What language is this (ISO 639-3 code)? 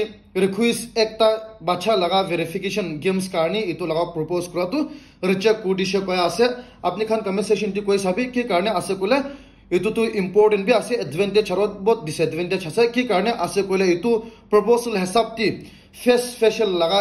nag